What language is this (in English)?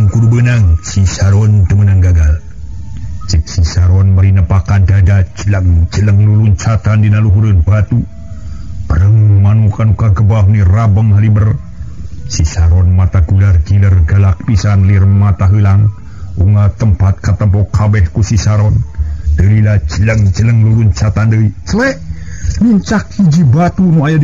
Sundanese